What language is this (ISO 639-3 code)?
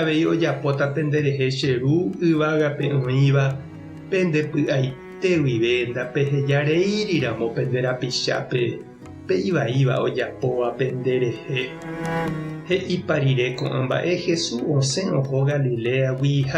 grn